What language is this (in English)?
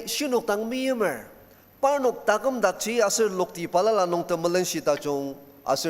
Ao Naga